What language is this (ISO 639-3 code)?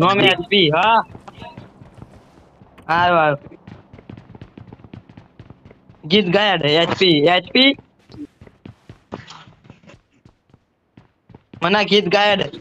guj